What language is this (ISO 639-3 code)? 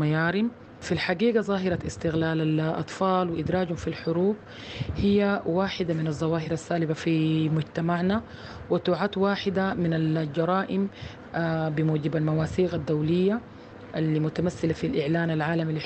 apd